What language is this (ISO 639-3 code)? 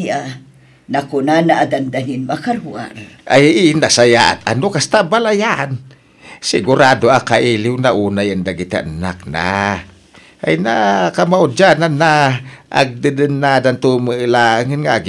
ilo